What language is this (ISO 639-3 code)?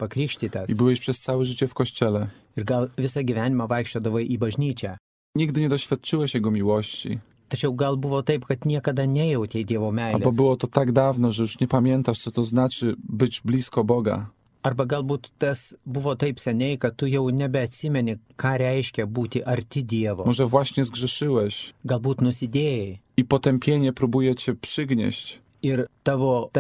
lit